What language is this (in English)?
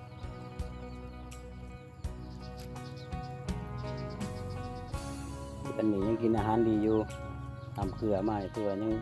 Lao